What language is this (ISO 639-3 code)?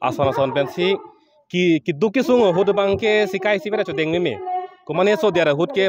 mjw